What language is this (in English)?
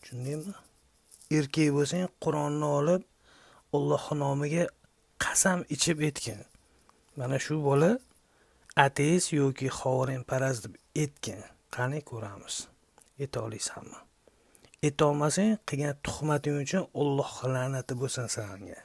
Uzbek